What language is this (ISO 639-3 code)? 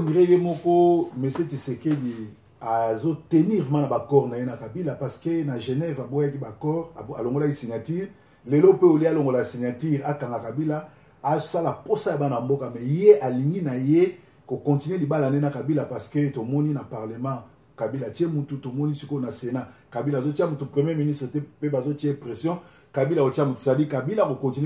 lin